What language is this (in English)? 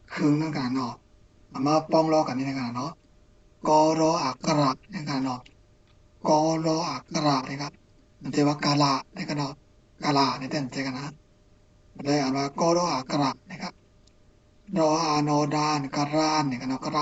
Shan